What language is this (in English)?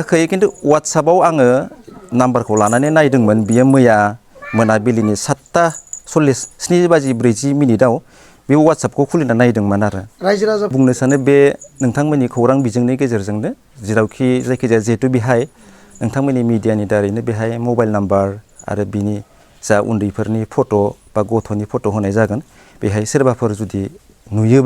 Bodo